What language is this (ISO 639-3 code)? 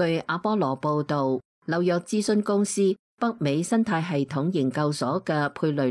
yue